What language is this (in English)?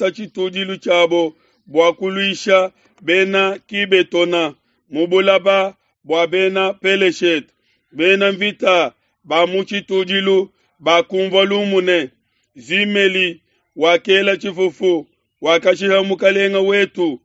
Luba-Lulua